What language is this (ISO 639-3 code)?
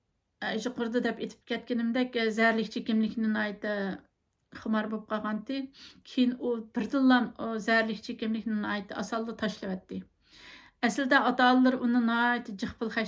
uig